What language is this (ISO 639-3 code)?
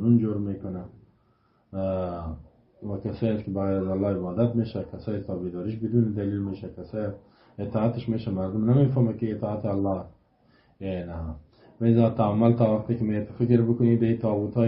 fas